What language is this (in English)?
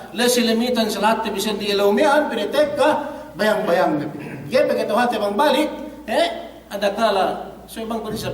Yakan